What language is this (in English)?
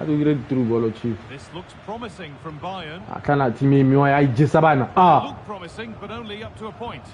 Tswana